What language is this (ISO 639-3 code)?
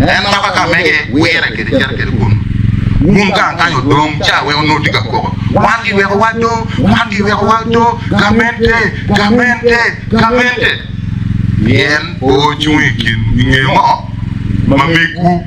ach